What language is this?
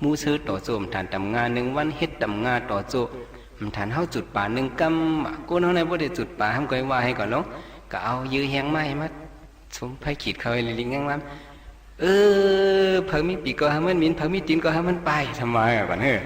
Shan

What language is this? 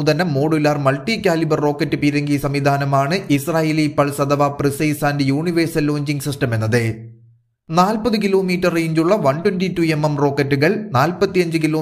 Malayalam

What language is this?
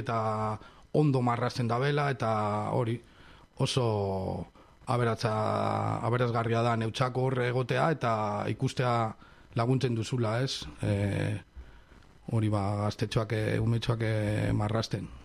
Basque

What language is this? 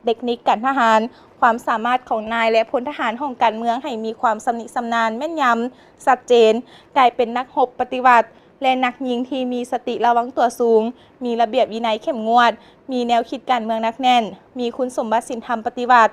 Lao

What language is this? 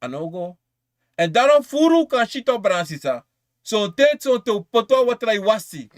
Sranan Tongo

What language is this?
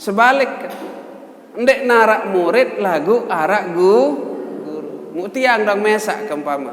Sasak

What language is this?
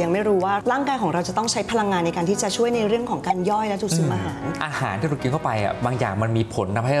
Thai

